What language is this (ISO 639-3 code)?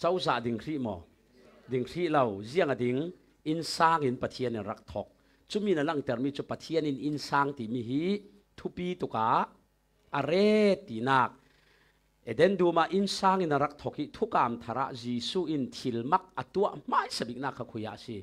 cfm